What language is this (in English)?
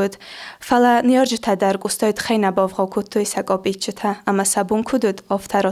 Ossetic